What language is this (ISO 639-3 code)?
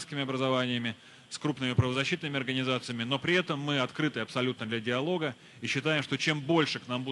rus